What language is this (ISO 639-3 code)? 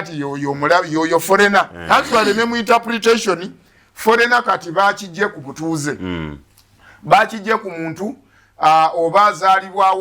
lug